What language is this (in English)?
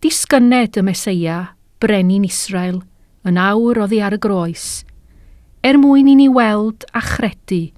Welsh